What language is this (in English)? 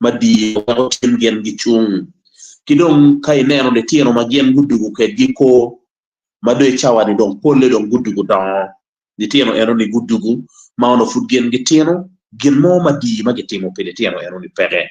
Acoli